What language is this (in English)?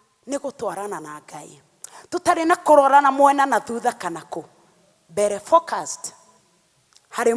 Kikuyu